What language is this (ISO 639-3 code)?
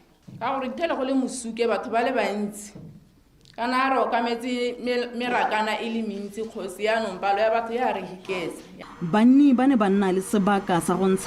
tsn